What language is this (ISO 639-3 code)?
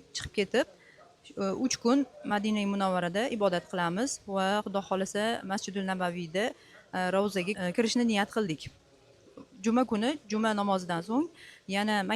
uzb